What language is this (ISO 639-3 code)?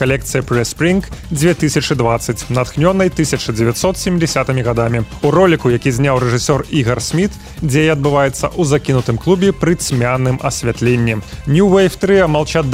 bel